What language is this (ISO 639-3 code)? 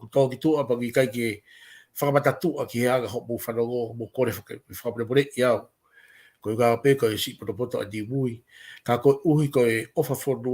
ton